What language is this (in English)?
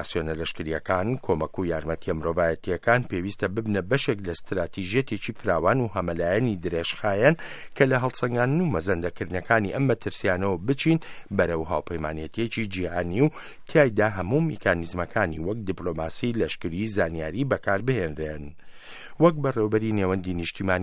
Central Kurdish